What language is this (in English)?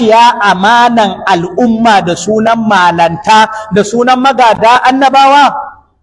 Hausa